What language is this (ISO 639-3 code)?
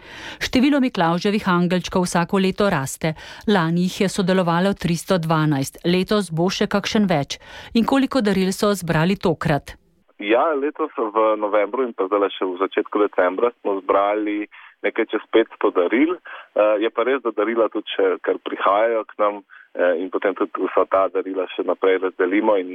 slv